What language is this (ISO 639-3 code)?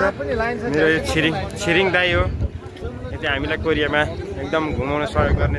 nep